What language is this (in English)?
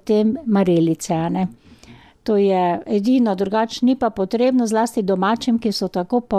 Slovenian